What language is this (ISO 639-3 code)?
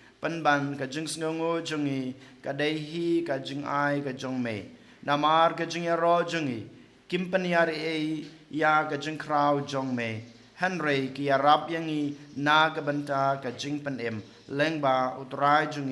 kha